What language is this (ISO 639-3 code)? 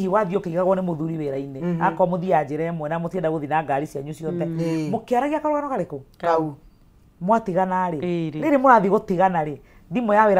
kik